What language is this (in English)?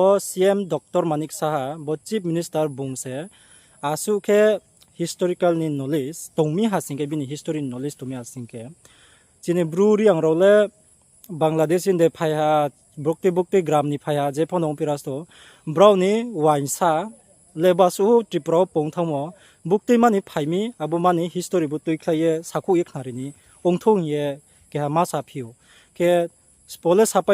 Riang (India)